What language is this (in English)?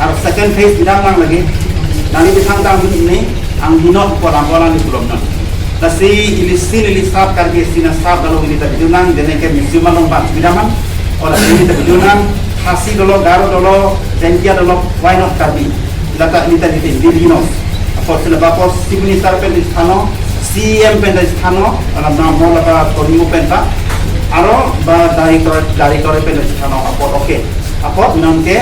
Karbi